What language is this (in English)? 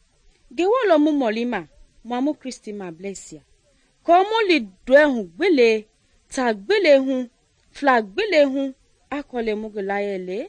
Mende